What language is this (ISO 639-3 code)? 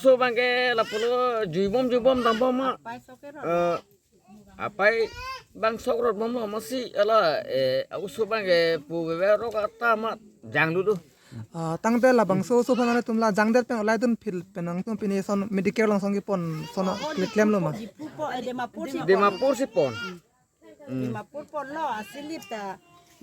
mjw